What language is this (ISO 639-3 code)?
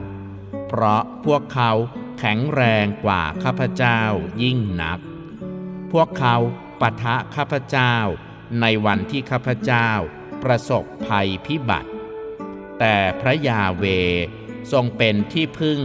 tha